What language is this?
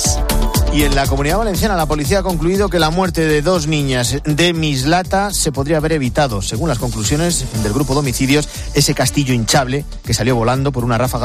Spanish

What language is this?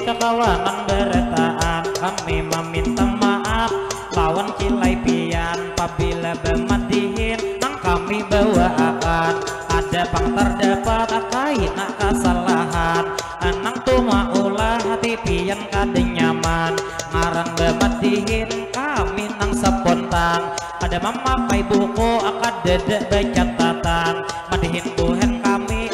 Banjar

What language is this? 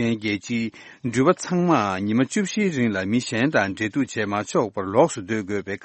Tibetan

